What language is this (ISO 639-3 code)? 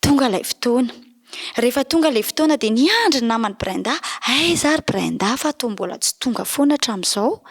mlg